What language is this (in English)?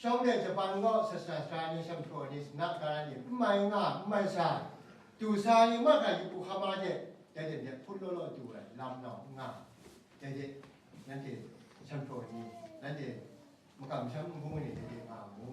Kachin